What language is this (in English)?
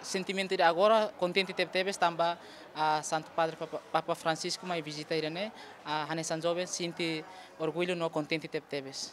Tetum